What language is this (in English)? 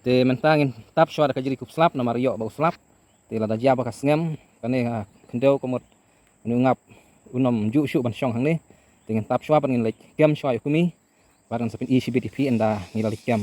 Khasi